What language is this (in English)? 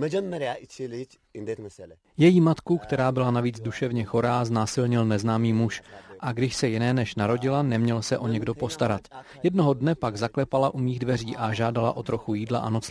Czech